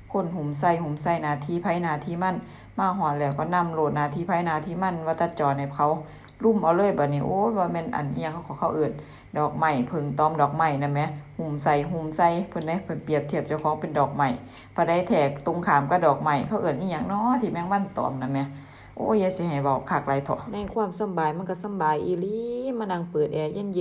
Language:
Northeastern Thai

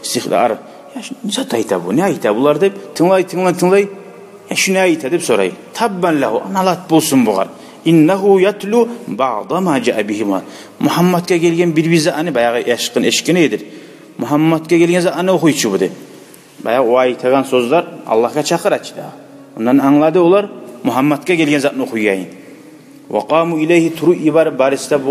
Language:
Kumyk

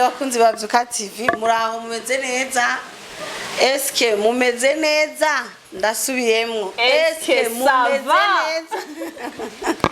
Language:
Rundi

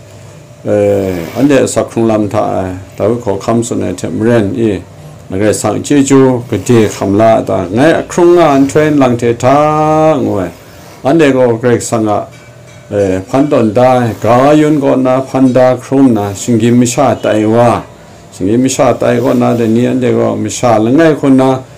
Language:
Kachin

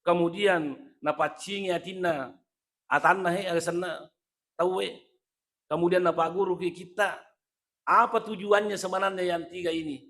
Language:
Buginese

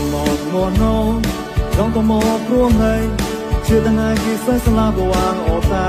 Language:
Mon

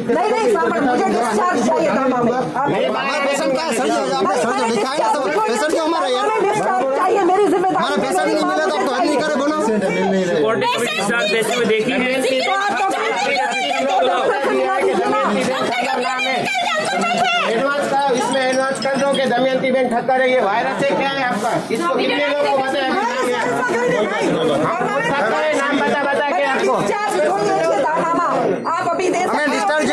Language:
Gujarati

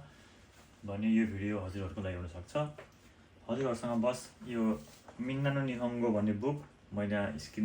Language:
Nepali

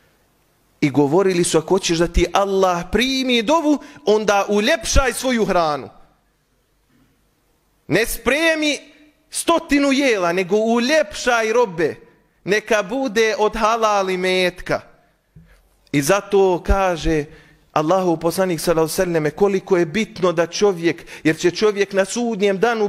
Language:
Bosnian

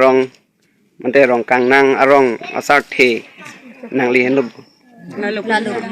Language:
Karbi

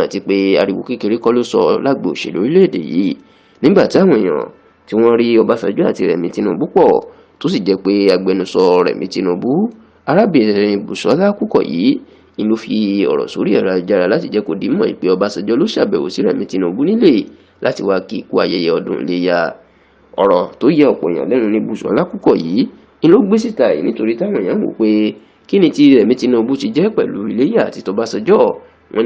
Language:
Yoruba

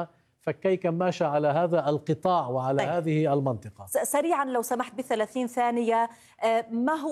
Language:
Arabic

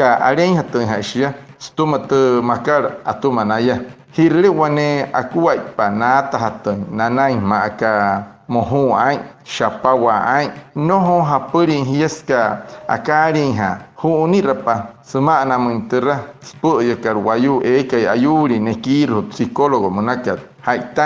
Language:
Wayuu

